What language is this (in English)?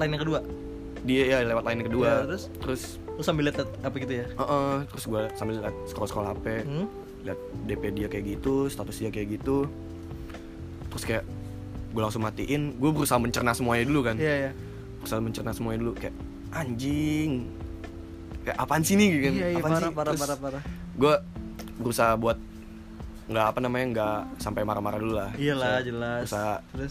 Indonesian